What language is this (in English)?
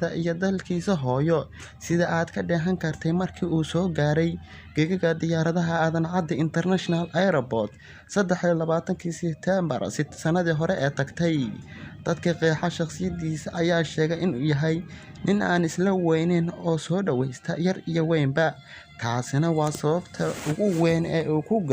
Somali